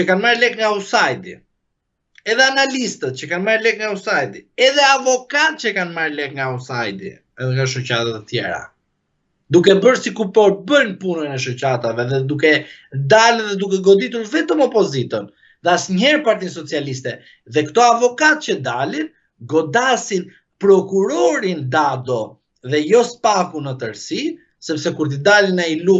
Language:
Albanian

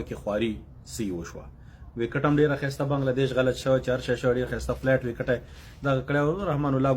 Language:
Pashto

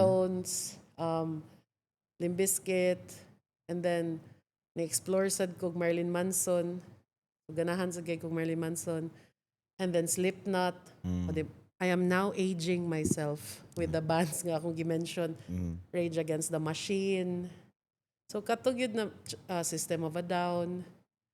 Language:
Cebuano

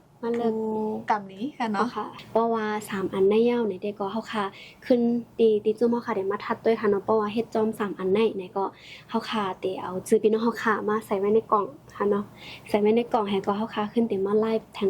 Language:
Shan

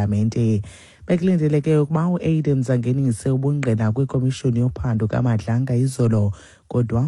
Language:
Xhosa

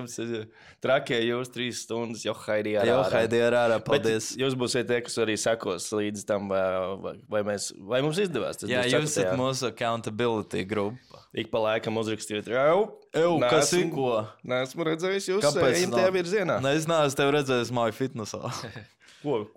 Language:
Latvian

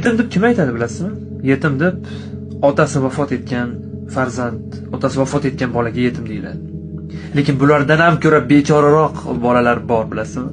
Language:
Uzbek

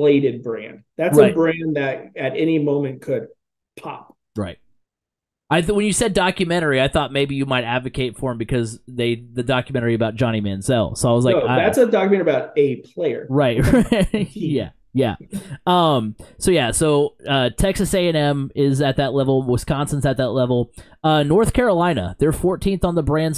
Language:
English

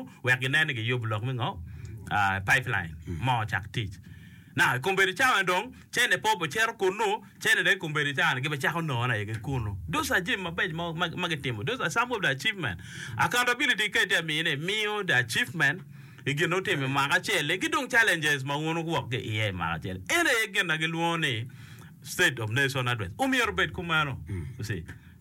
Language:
Acoli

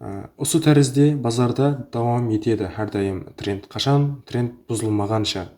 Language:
Kara-Kalpak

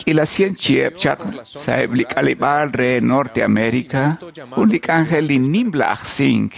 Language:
Kekchí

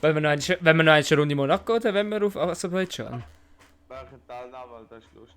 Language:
Swiss German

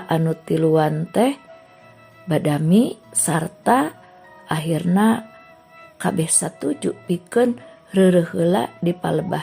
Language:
Sundanese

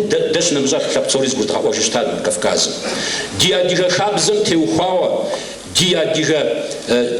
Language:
Kabardian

